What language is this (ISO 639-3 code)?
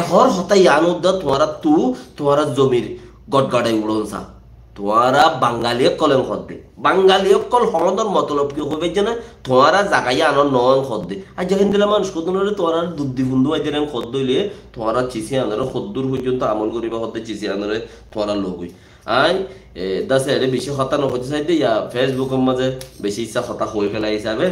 rhg